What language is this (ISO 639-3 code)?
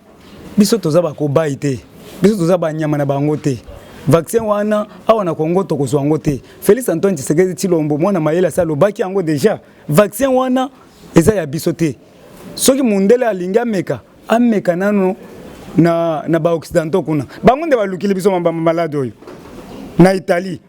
lin